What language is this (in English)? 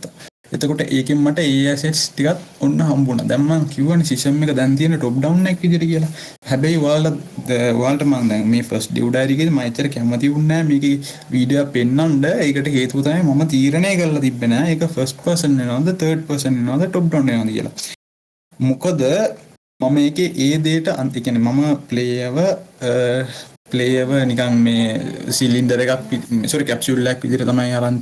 Sinhala